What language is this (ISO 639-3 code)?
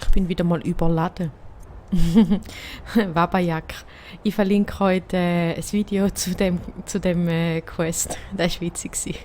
gsw